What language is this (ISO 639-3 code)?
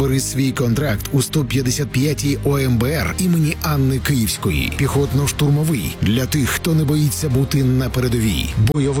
ukr